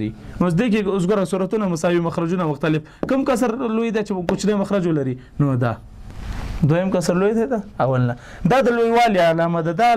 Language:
Pashto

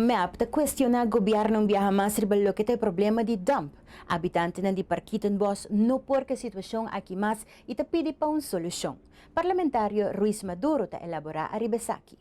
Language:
Papiamento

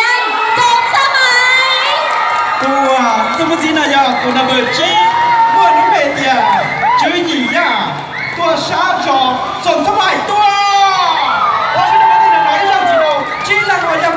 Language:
Hmong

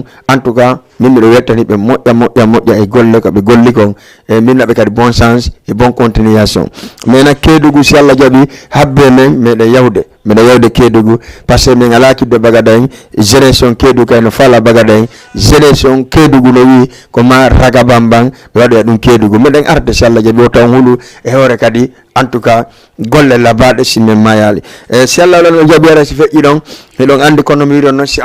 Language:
Fula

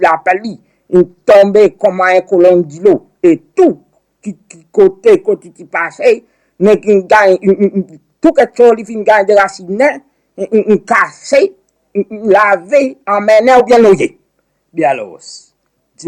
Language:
Seselwa Creole French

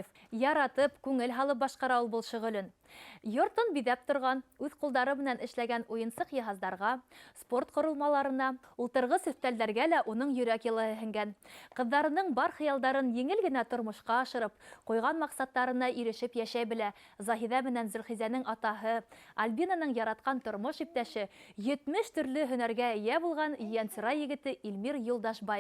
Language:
Bashkir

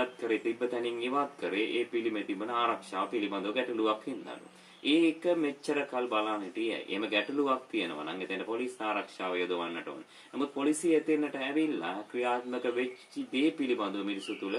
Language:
Sinhala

